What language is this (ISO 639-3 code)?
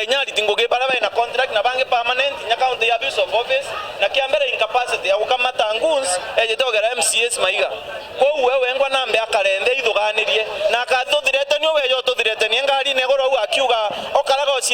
mer